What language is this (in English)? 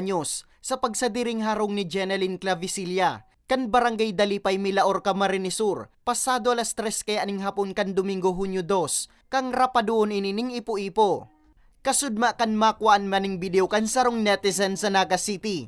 Bikol